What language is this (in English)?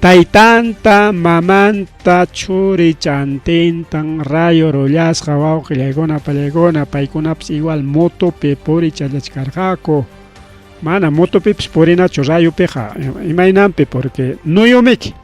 Ayacucho Quechua